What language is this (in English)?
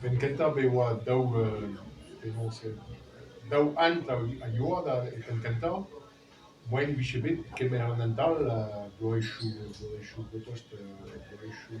Breton